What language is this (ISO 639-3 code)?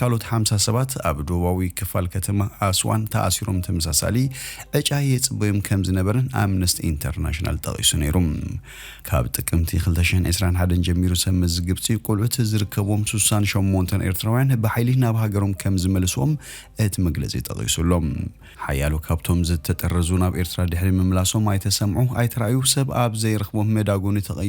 tir